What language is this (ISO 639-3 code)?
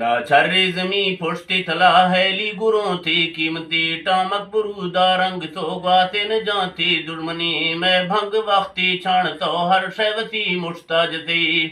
bgp